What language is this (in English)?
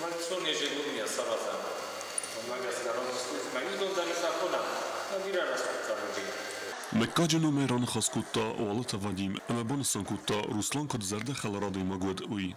Ossetic